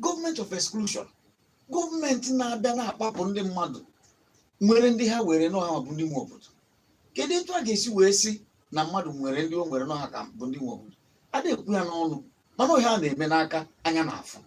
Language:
Igbo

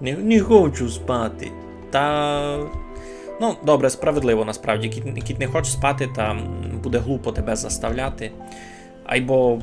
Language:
Rusyn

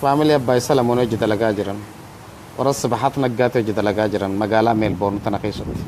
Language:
Oromo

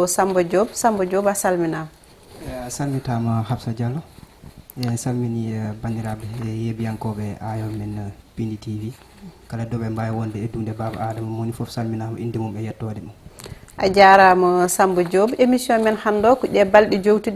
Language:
Fula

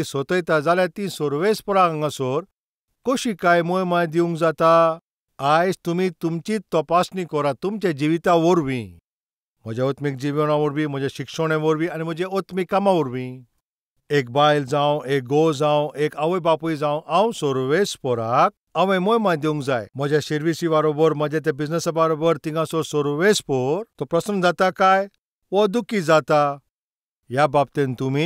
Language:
Konkani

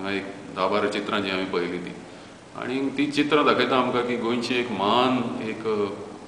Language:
Konkani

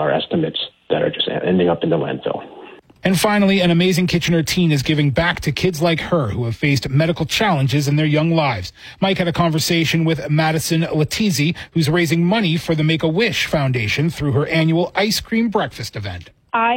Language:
English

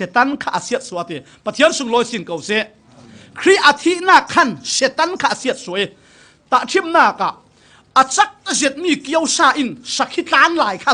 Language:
Falam Chin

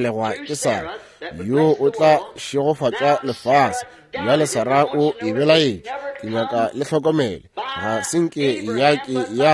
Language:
Northern Sotho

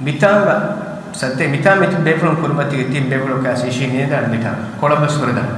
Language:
Divehi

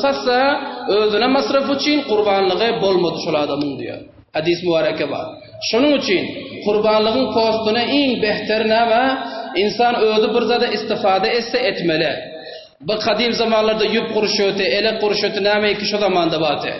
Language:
Turkmen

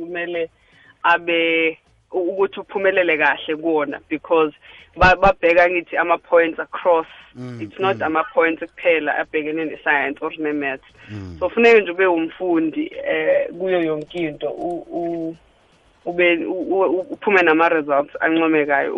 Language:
South Ndebele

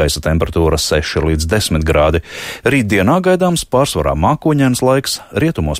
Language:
Latvian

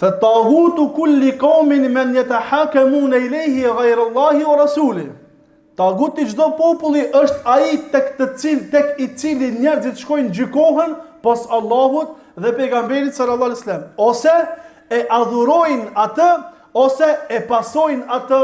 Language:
Albanian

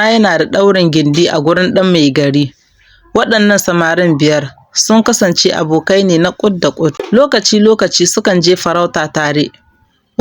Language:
Hausa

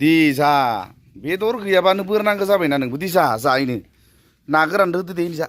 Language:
Bodo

